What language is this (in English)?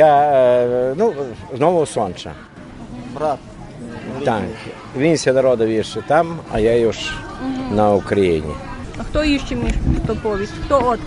Ukrainian